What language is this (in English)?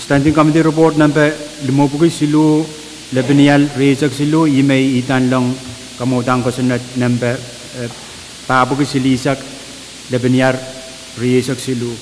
Pohnpeian